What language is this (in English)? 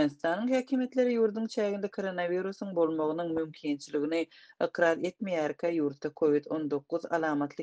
Turkmen